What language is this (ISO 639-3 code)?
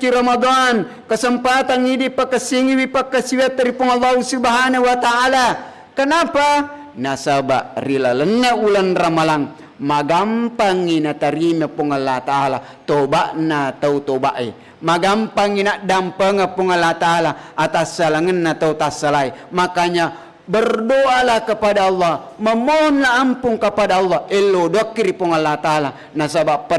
bug